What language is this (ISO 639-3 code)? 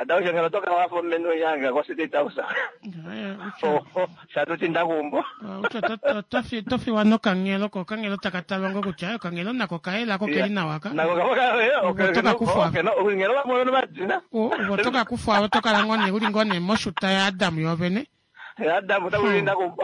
kua